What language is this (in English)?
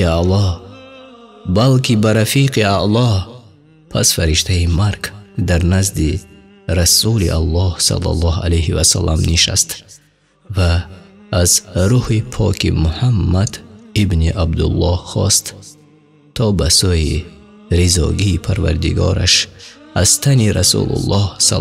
Tajik